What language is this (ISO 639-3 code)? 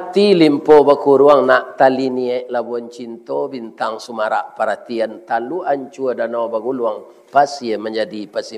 min